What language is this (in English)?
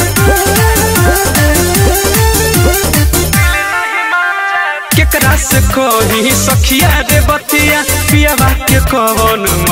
Bhojpuri